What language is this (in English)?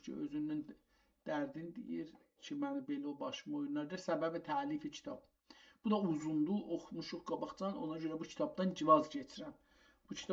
South Azerbaijani